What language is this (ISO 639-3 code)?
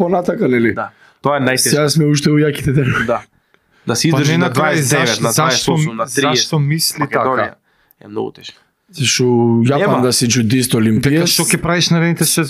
mkd